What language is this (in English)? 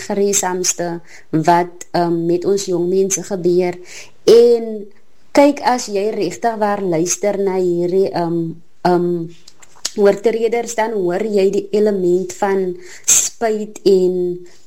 Afrikaans